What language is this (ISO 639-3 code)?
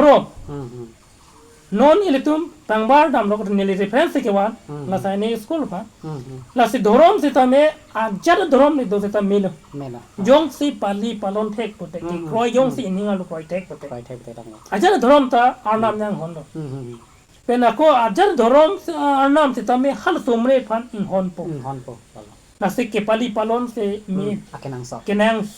mjw